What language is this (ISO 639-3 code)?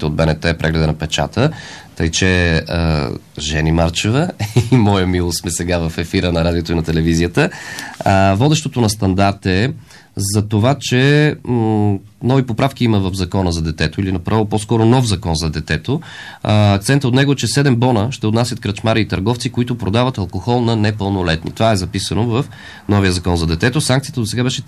bul